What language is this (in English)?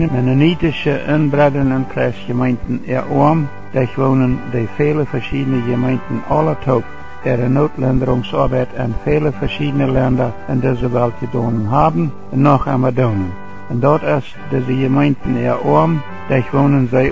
Plautdietsch